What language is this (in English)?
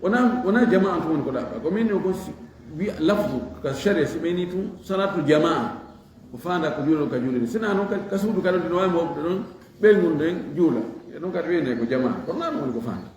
Fula